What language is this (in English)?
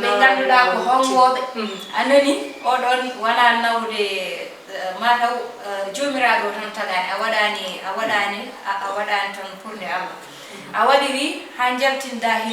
Fula